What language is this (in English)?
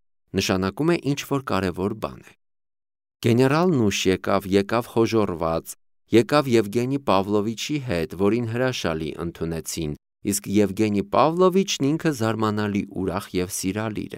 Armenian